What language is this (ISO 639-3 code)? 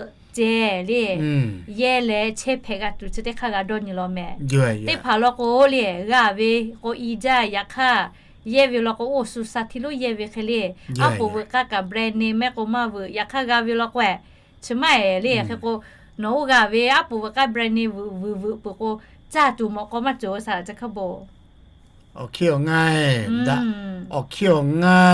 lhu